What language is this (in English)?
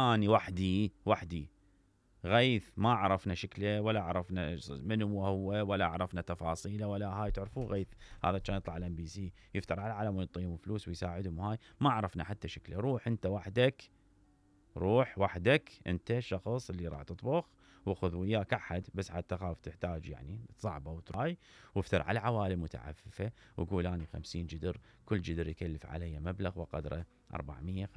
Mesopotamian Arabic